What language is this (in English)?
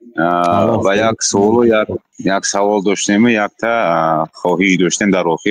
Tajik